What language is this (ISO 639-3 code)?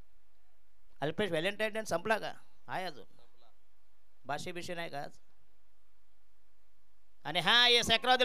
mar